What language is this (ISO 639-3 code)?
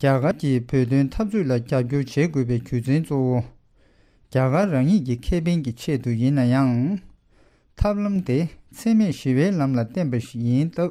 bod